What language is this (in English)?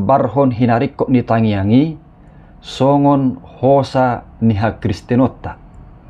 Batak Toba